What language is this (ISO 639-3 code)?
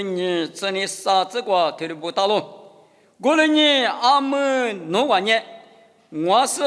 lis